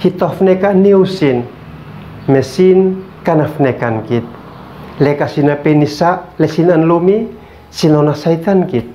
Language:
Uab Meto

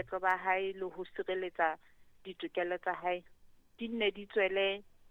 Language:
Southern Sotho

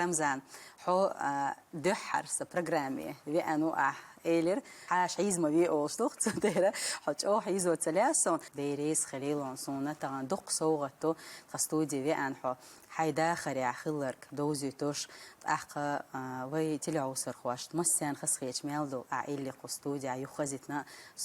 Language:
Chechen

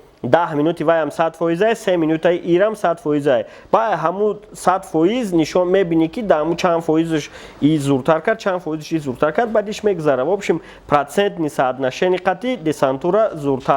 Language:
Tajik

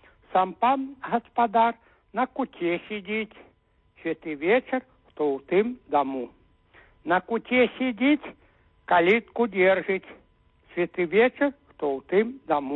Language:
Belarusian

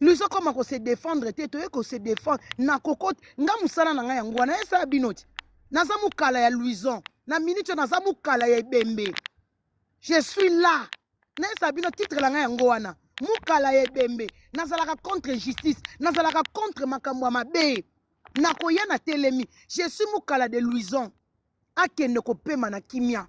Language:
Lingala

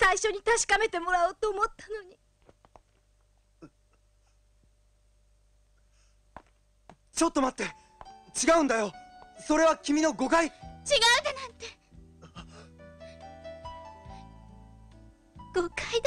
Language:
Japanese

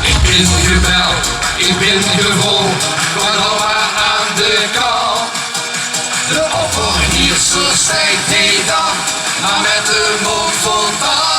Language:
Limburgish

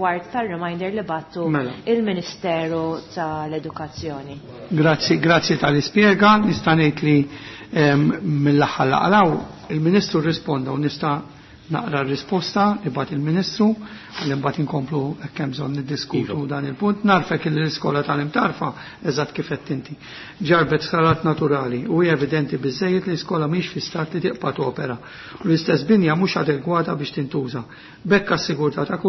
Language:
Maltese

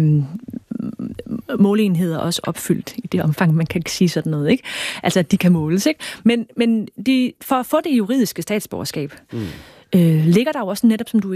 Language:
Danish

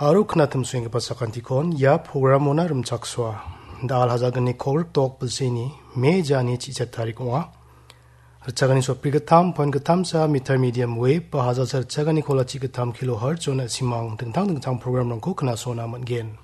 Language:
Garo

